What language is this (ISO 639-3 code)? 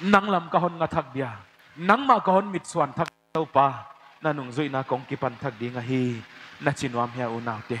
pck